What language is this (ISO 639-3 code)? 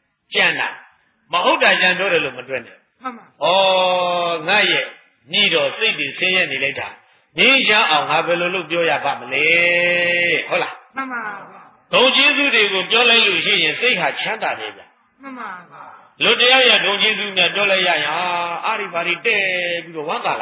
mya